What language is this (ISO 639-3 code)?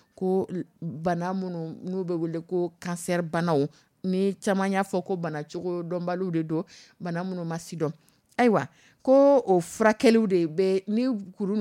dyu